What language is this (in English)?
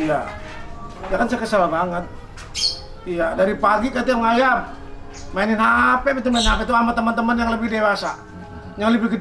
Betawi